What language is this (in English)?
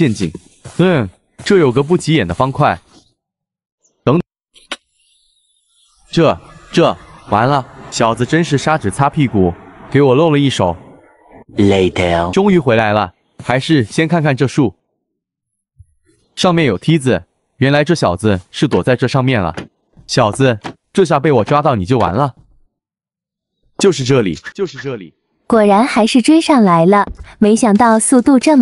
Chinese